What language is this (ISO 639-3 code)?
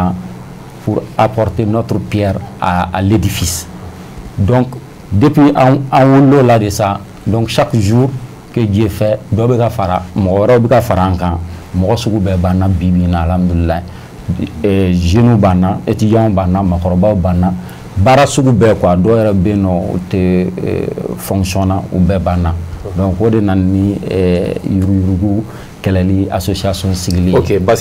bam